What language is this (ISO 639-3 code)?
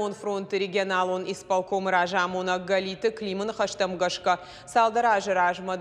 oss